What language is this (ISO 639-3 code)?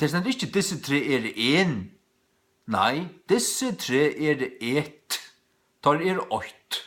fao